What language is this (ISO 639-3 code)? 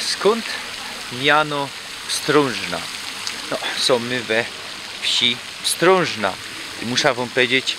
szl